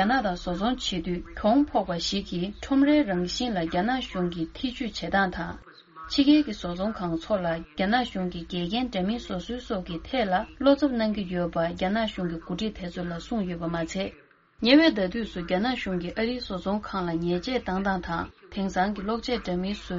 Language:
Tibetan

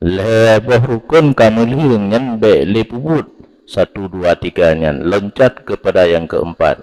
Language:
Achinese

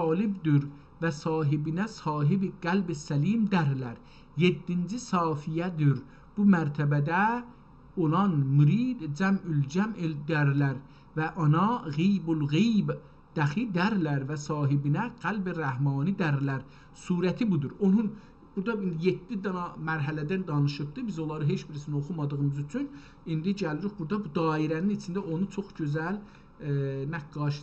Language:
South Azerbaijani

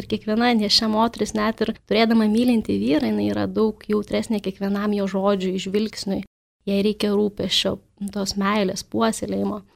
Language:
Lithuanian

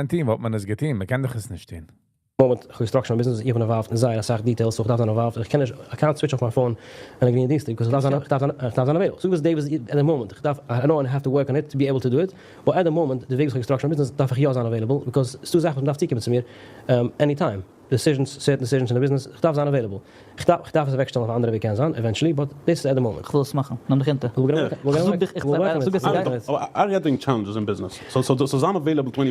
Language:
Yiddish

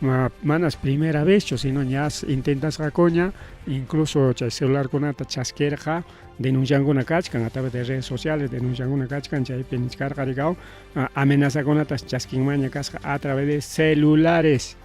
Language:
Ayacucho Quechua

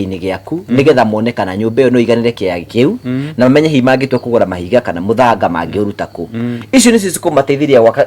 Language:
Kikuyu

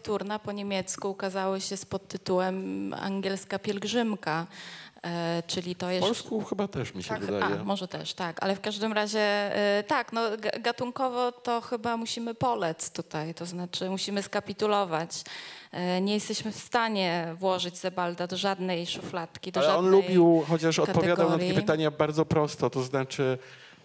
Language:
Polish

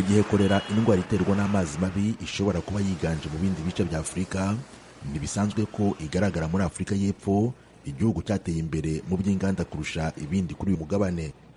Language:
Kinyarwanda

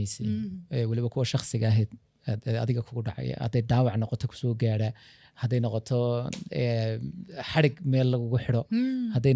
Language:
Somali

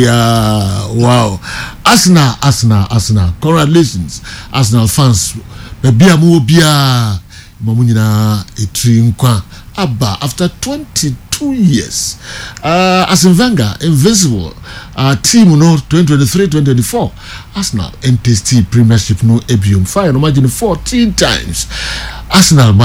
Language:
Akan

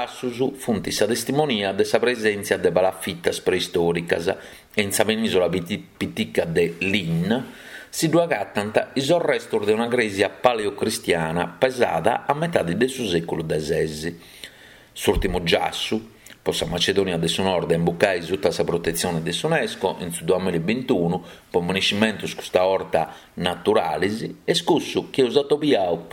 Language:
Sardinian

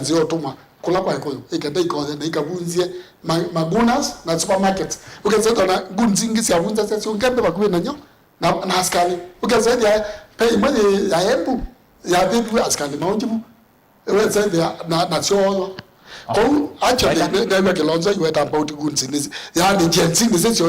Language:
Kamba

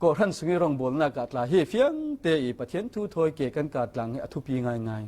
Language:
Falam Chin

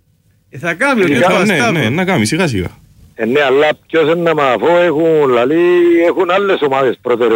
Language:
Greek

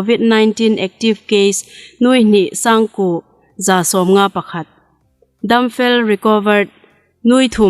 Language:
Hmar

